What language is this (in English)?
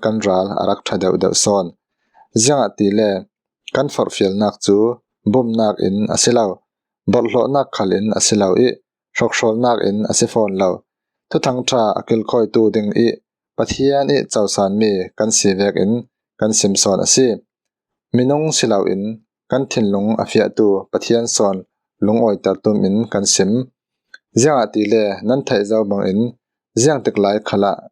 Falam Chin